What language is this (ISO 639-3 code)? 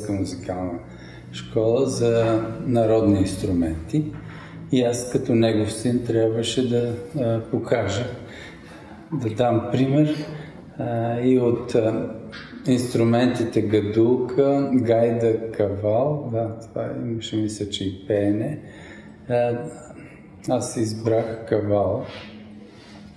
bul